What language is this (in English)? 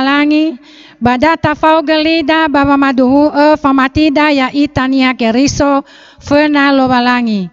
Nias